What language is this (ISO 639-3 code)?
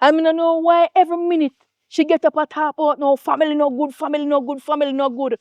jam